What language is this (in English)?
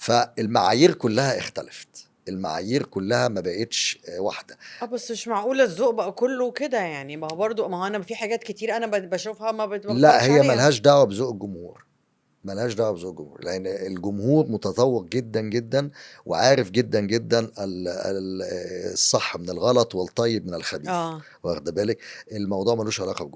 Egyptian Arabic